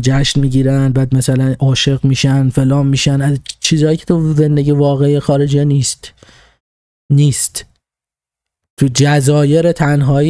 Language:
Persian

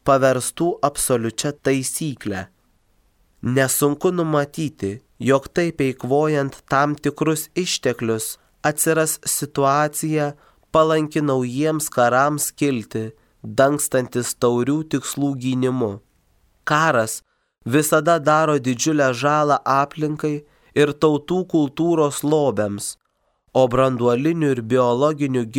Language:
Lithuanian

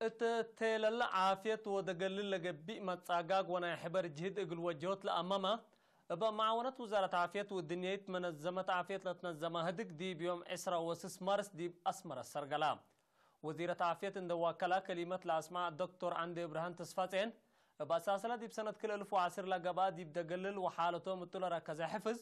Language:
Tigre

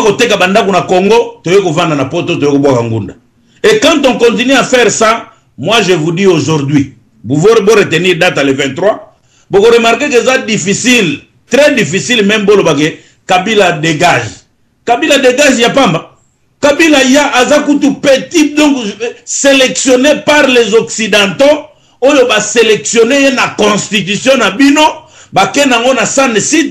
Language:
Lingala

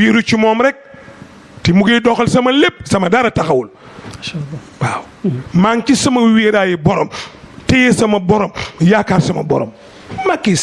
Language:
Wolof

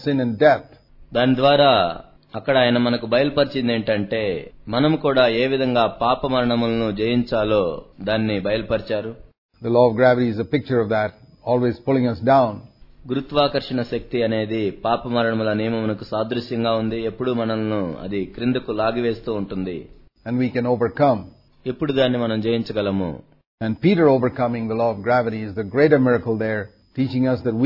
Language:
Telugu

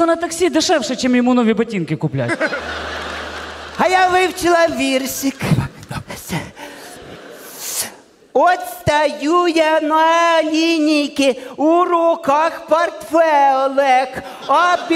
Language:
Ukrainian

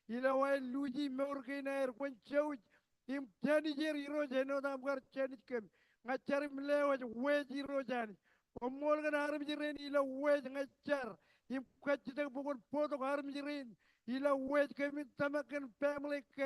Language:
Marshallese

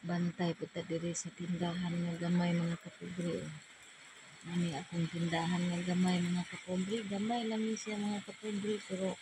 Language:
Cebuano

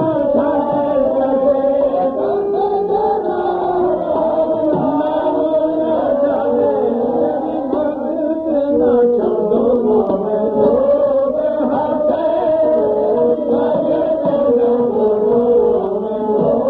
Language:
Punjabi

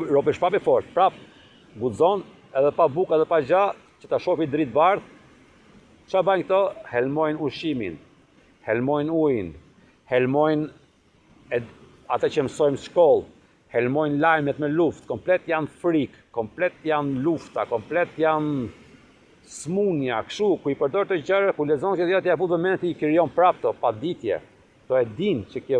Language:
Albanian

